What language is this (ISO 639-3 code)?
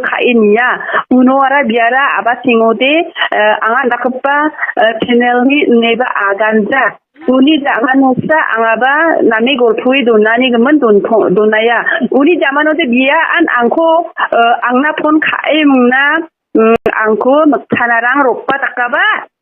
grt